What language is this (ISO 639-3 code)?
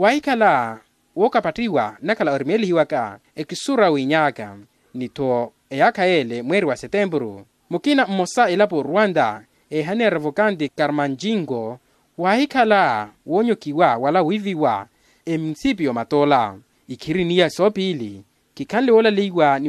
vmw